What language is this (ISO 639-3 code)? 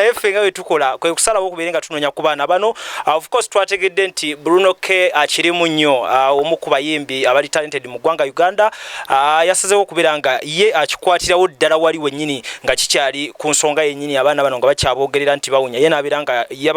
lug